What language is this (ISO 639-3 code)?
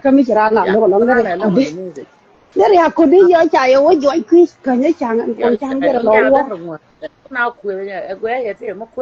nus